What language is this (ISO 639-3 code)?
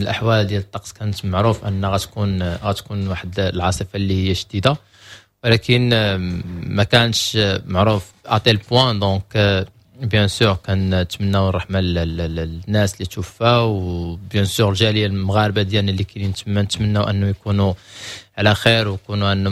ary